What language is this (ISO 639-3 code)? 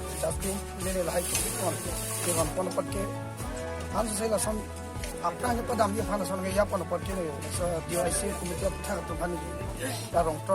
mjw